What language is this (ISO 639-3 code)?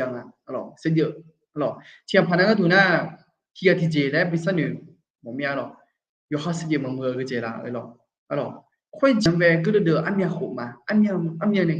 ahk